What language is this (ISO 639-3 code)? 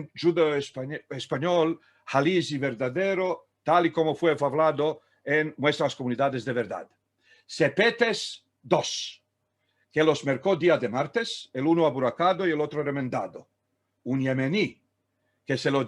lad